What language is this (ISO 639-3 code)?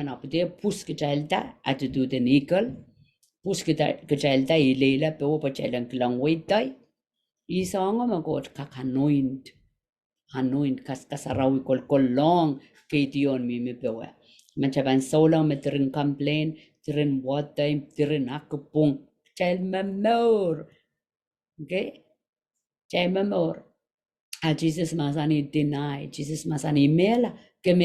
pon